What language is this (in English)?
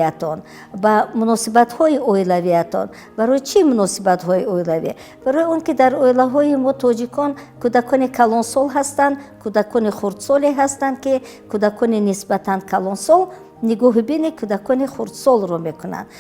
Tajik